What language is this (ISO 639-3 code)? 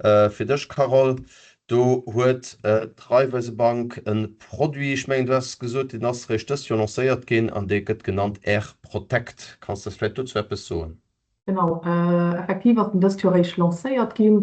ltz